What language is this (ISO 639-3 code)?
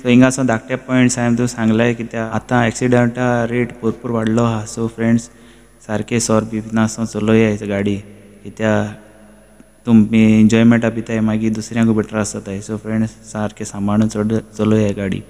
kok